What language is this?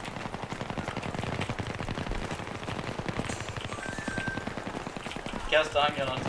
Swedish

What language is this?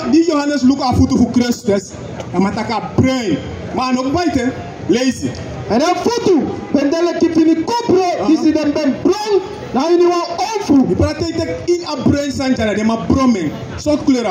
Sranan Tongo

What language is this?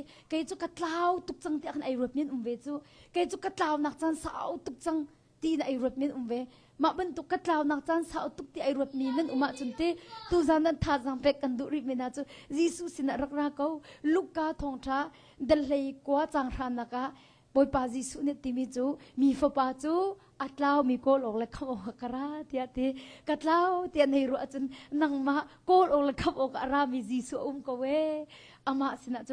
Hakha Chin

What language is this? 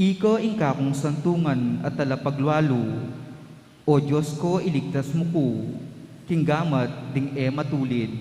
Pampanga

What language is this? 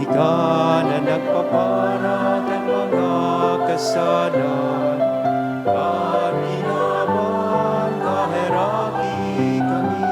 Bikol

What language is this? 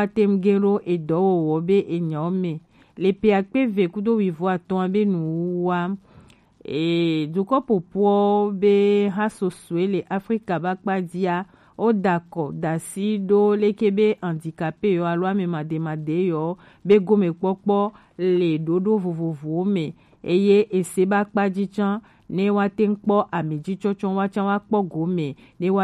Gen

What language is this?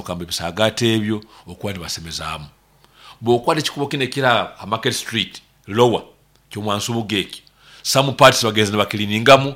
Nyoro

